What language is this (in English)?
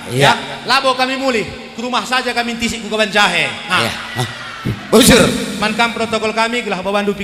Batak Karo